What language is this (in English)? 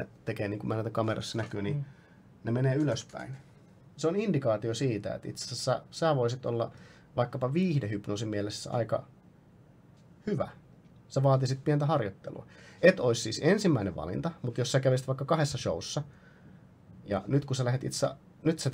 Finnish